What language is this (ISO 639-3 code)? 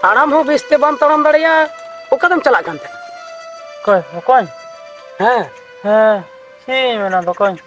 sat